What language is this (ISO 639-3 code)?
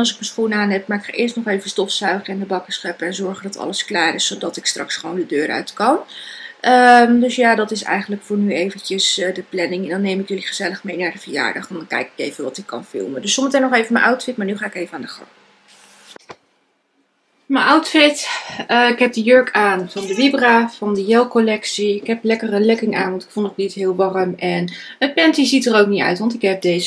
nld